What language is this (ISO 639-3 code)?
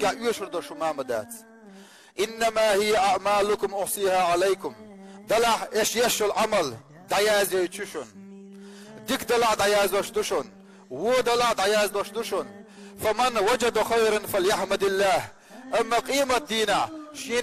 che